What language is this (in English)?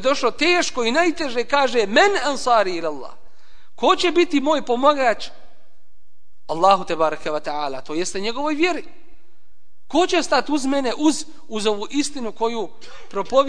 Bosnian